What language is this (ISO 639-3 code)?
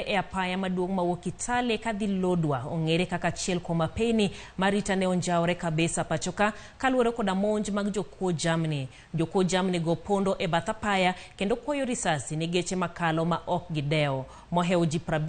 luo